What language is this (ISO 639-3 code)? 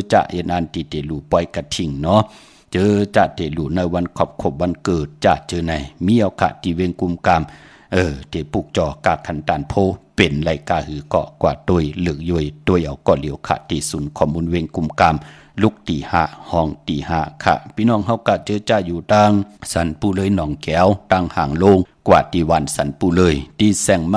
shn